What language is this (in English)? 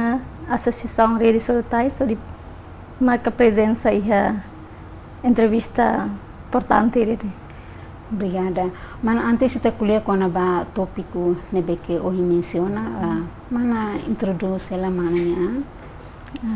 Tetum